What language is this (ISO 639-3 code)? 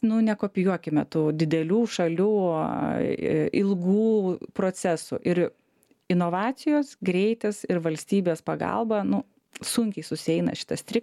lit